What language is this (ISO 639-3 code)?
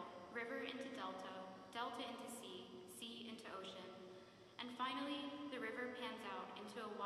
eng